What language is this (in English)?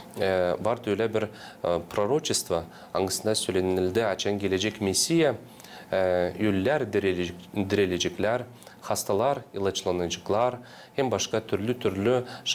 Gagauz